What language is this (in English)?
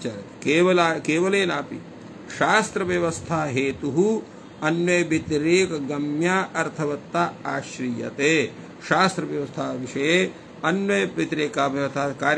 Sanskrit